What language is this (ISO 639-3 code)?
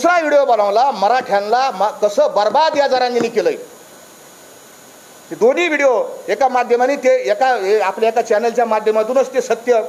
mar